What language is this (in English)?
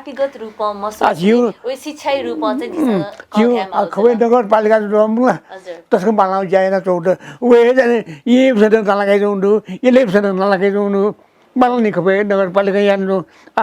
Newari